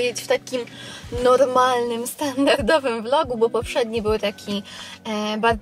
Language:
Polish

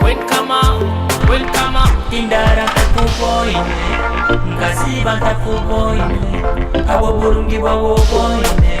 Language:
Nyoro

